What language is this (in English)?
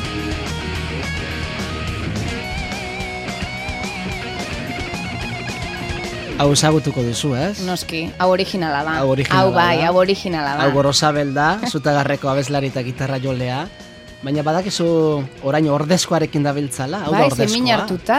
Basque